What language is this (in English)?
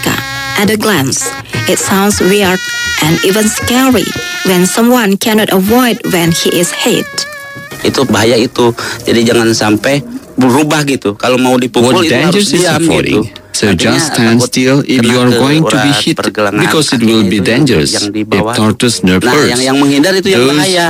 Indonesian